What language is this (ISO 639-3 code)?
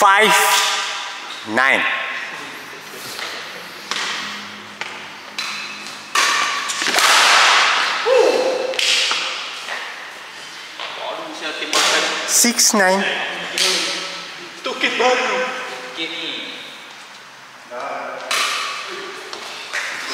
msa